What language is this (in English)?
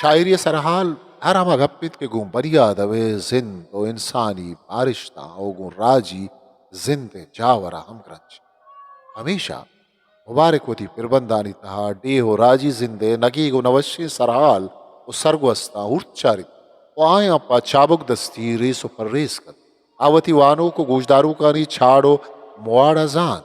Eastern Balochi